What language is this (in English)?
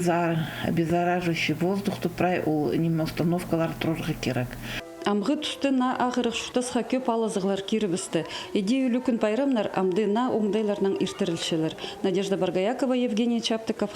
Khakas